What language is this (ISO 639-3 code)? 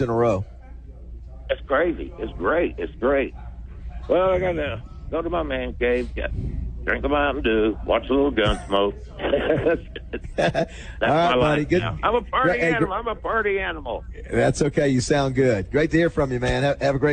eng